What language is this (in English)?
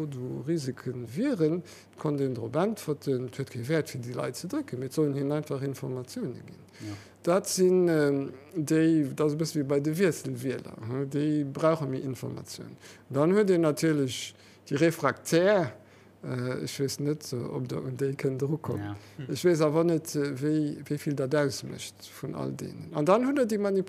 Luxembourgish